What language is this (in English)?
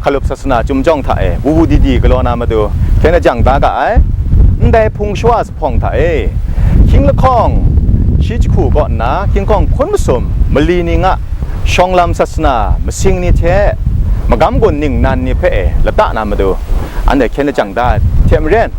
Kachin